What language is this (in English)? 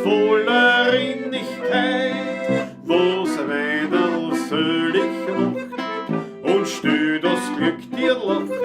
Bavarian